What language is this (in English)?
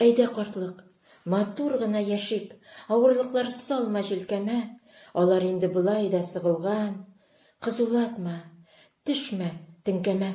Tatar